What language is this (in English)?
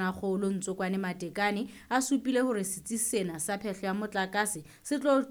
Southern Sotho